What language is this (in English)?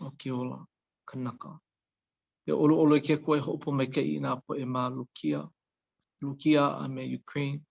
Hawaiian